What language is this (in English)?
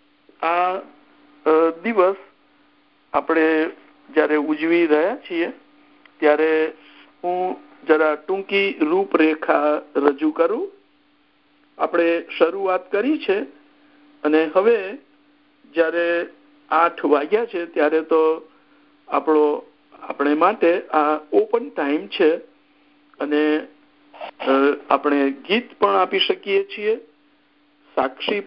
Gujarati